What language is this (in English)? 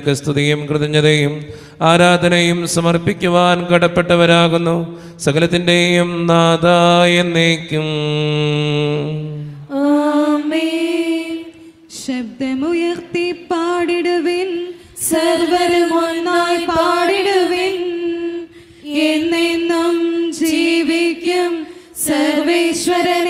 Malayalam